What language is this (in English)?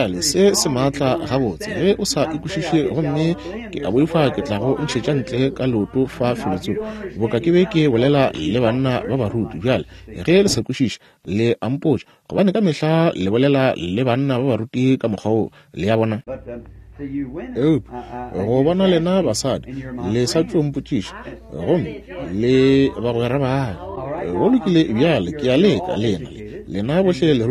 Northern Sotho